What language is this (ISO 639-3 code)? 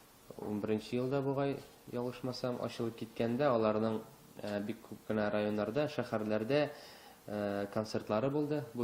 tat